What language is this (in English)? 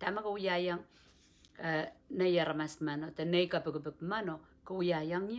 Pohnpeian